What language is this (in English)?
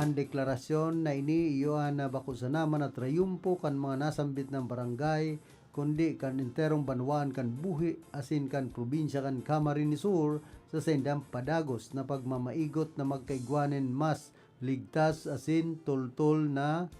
Bikol